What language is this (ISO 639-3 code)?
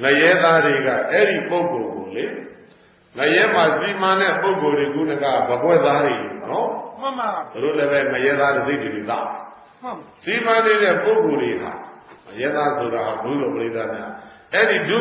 mya